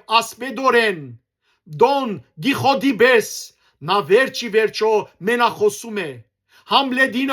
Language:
Western Armenian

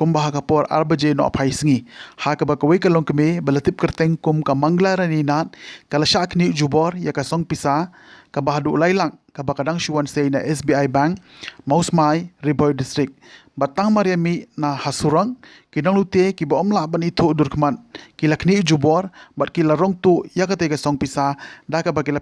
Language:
Khasi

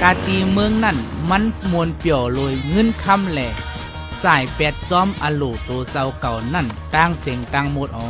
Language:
Shan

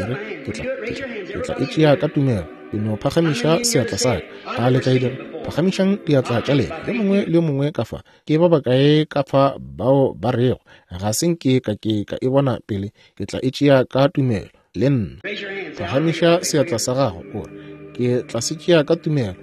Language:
Northern Sotho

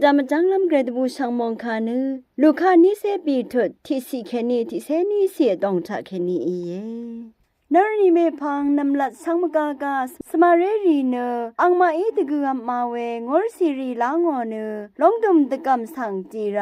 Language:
Rawang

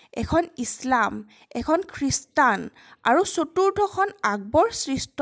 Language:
Assamese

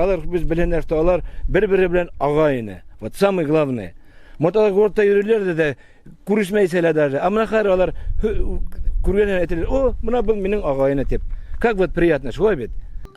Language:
Bashkir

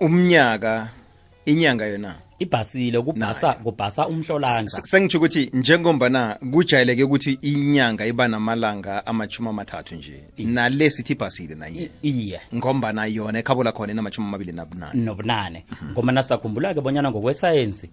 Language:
South Ndebele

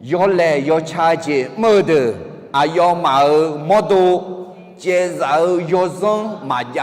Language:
Akha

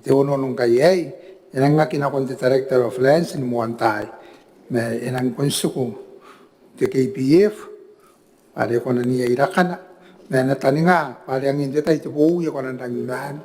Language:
Gilbertese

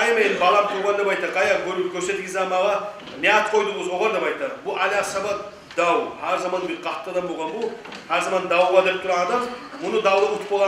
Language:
Kumyk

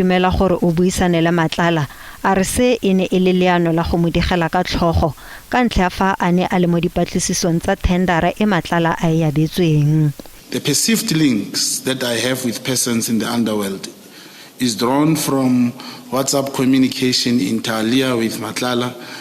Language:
Tswana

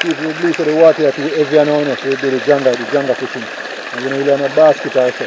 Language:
Jamaican Creole English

